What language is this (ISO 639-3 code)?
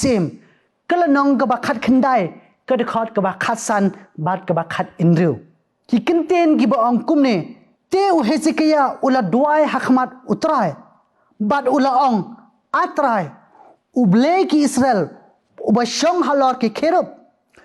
kha